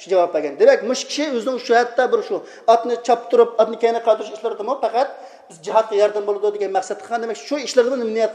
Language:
Uyghur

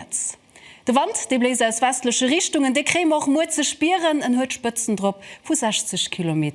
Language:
Luxembourgish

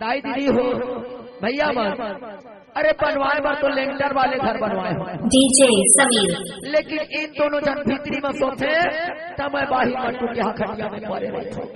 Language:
Chhattisgarhi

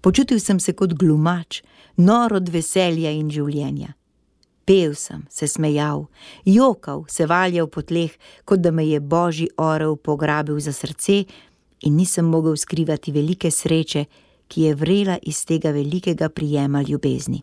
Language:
Slovenian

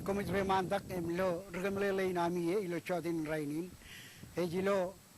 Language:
Marshallese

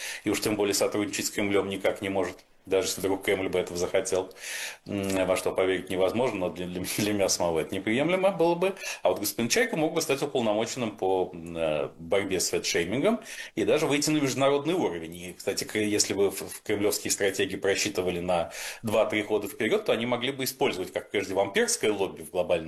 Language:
Russian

